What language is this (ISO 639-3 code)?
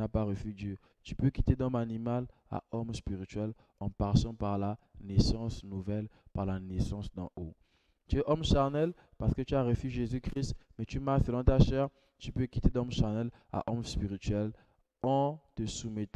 fra